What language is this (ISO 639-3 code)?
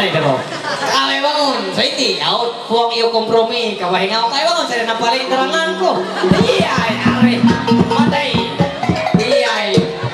mhy